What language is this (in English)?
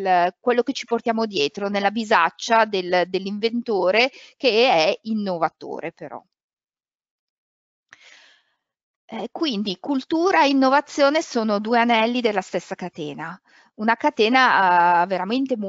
Italian